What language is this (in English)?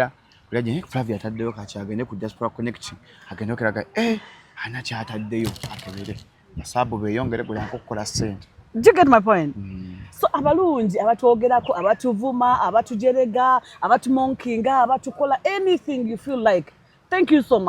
Ganda